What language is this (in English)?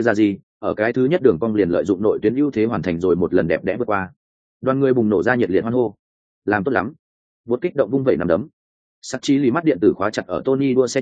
Vietnamese